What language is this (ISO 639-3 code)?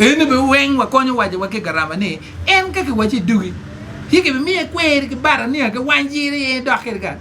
ach